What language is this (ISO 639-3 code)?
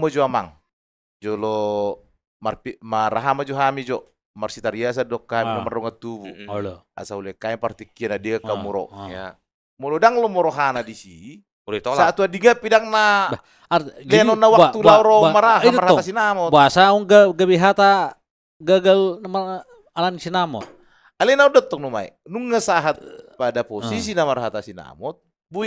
bbc